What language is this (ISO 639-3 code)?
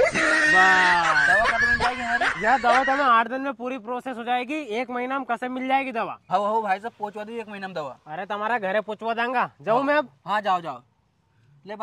raj